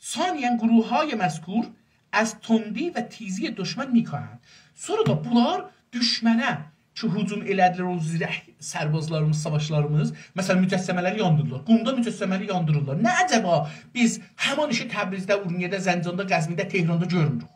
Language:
South Azerbaijani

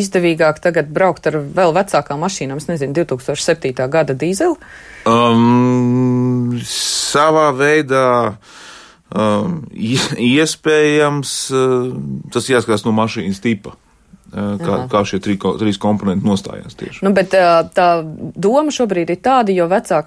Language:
Latvian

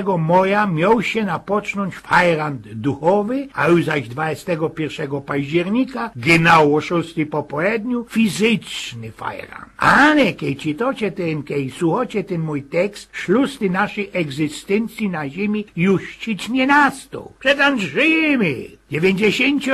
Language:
Silesian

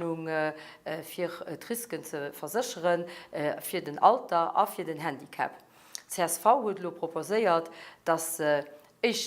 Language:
Luxembourgish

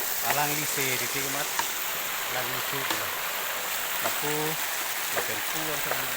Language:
Karbi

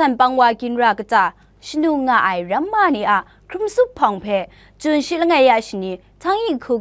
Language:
Kachin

